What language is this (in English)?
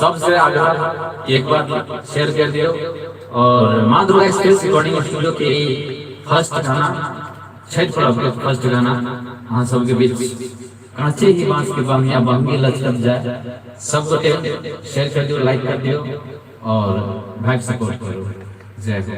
Maithili